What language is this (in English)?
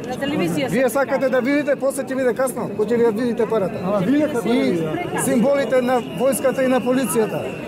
Macedonian